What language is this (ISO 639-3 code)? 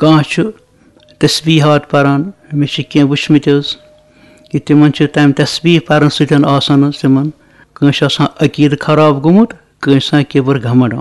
kas